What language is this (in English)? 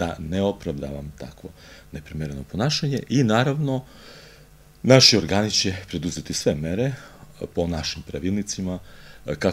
Serbian